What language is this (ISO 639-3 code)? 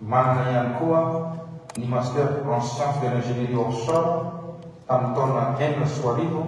mlg